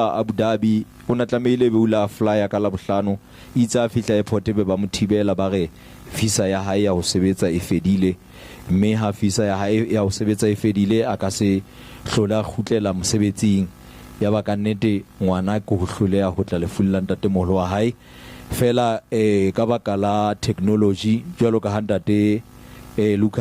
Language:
Southern Sotho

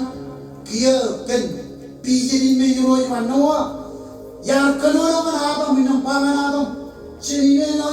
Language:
Marshallese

